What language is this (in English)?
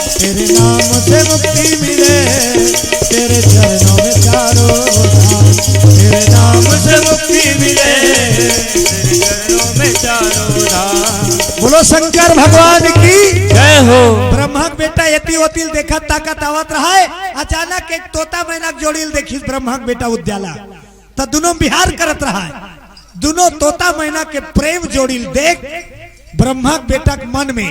Chhattisgarhi